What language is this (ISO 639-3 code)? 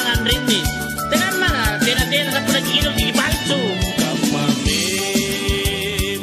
mak